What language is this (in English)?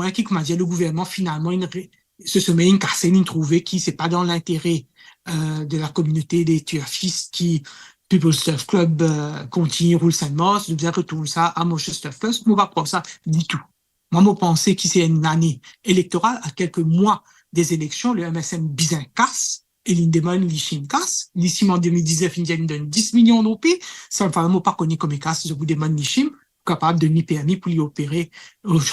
Morisyen